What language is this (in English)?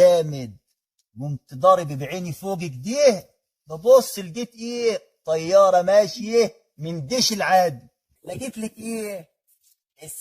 Egyptian Arabic